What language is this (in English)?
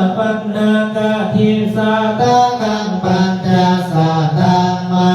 Pali